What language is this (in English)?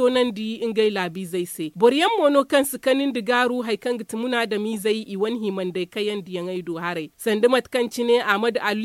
Zarma